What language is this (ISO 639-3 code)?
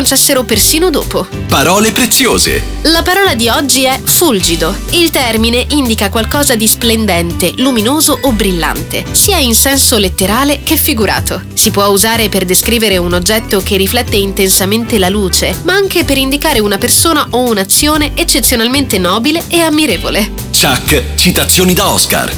ita